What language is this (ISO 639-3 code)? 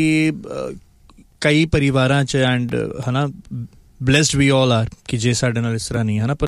pan